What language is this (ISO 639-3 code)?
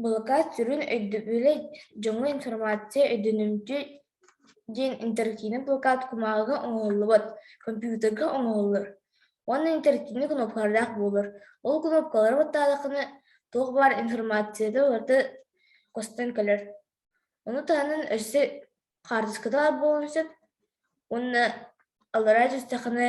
sah